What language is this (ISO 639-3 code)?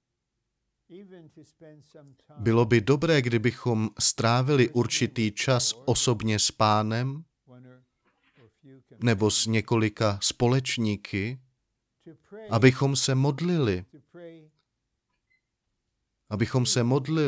ces